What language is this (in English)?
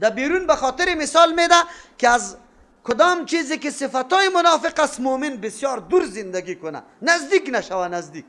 Persian